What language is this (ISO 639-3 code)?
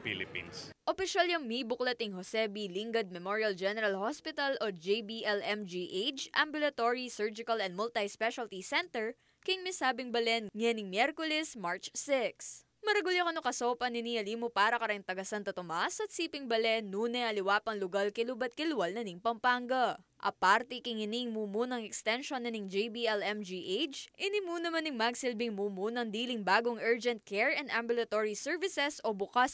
pam